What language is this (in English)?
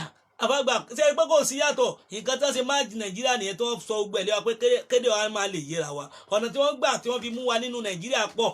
Yoruba